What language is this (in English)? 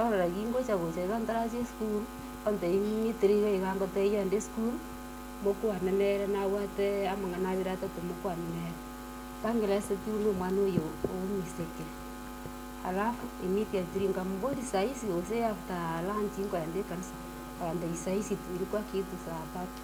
Gusii